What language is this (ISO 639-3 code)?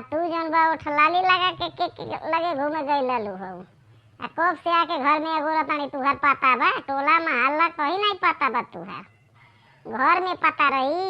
bho